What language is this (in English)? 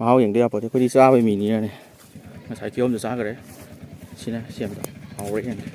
Manipuri